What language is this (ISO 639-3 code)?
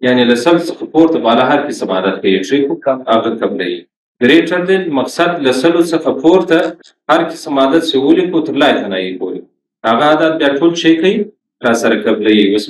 pus